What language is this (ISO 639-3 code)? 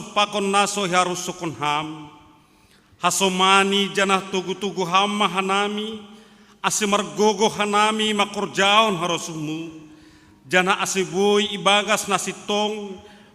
bts